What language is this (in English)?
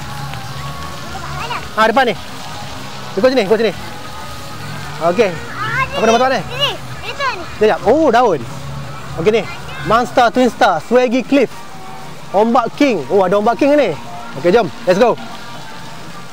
Malay